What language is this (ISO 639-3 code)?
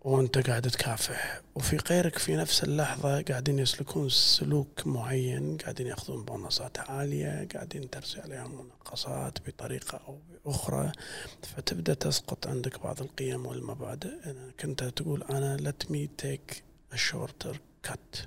afb